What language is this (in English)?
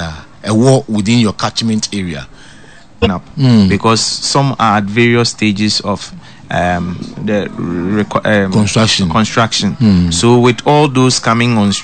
Akan